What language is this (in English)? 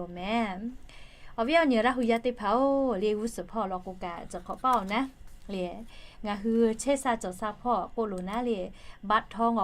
Lahu